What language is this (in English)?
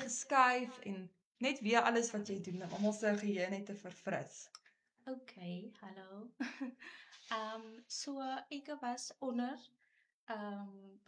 Afrikaans